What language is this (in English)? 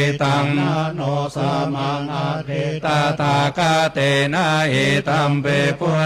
Pali